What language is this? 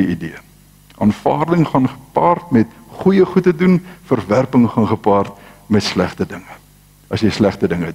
Afrikaans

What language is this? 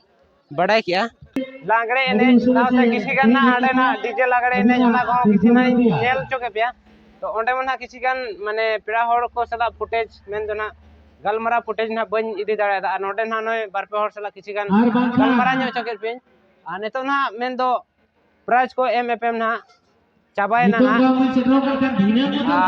Santali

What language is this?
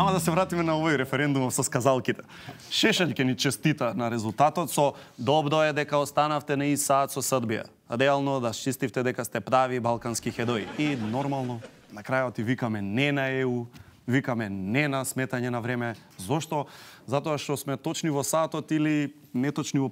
Macedonian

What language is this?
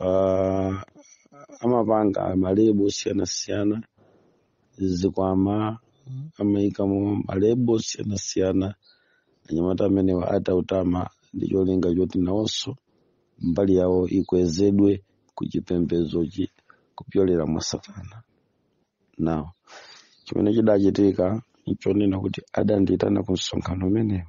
Nyanja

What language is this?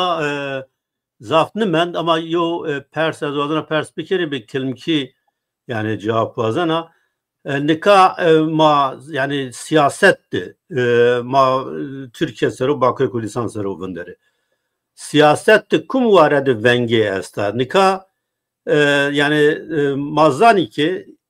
Zaza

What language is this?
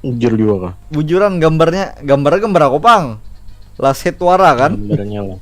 Banjar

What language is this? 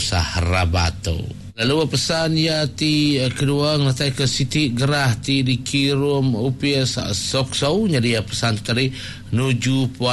Iban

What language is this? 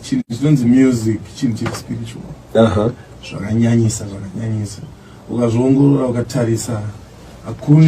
Shona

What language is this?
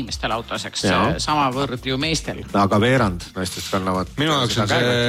Estonian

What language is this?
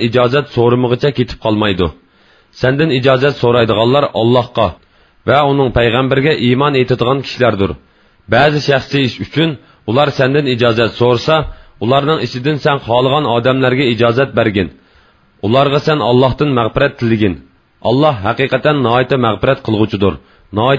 Uyghur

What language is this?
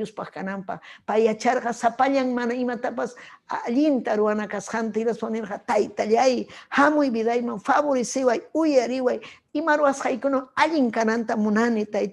Ayacucho Quechua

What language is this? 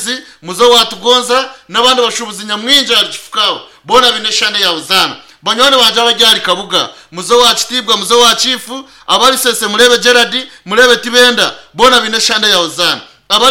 Nyankole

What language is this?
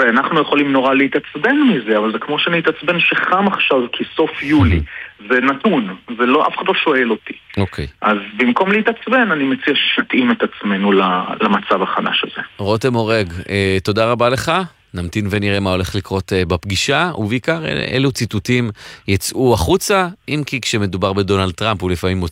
Hebrew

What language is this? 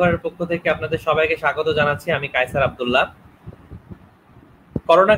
Bangla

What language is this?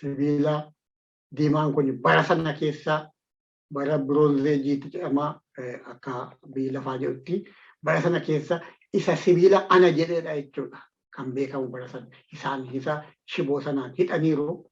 Oromo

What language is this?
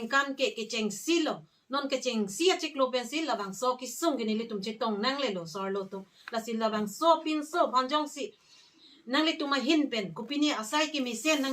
Karbi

